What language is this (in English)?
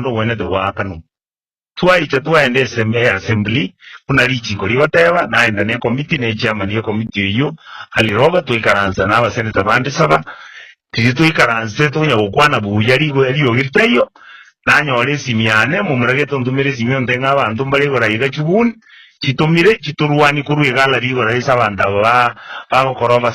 Gusii